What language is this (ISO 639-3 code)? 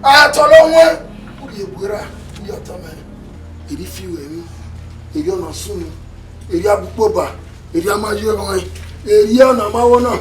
bin